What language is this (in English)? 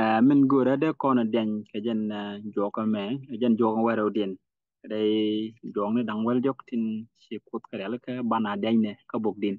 Nuer